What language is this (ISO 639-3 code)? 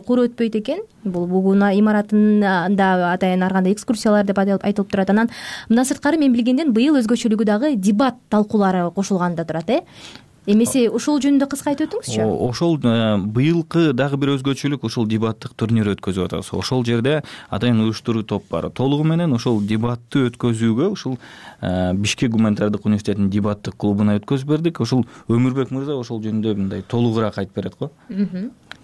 kir